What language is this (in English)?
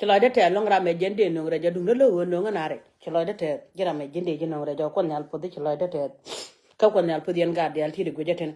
Nuer